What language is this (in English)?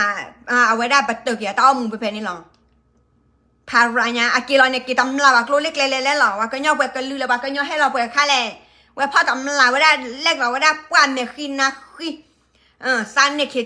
S'gaw Karen